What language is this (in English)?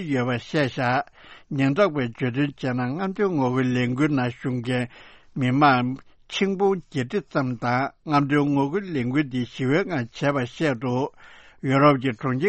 Tibetan